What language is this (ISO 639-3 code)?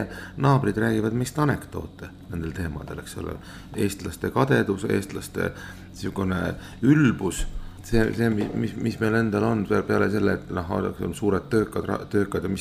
est